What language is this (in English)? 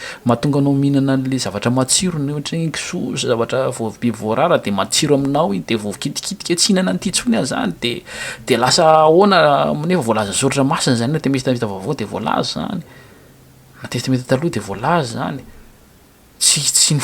Malagasy